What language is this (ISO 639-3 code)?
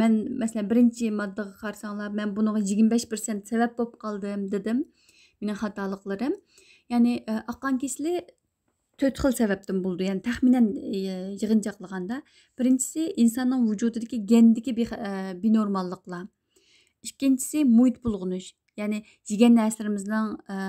uig